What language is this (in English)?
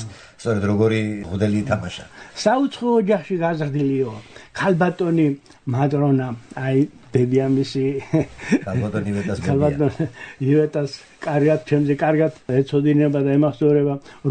Georgian